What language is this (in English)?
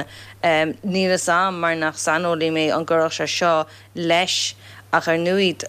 Irish